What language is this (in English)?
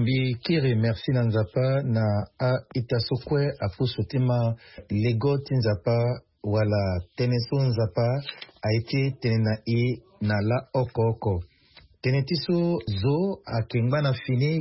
Sango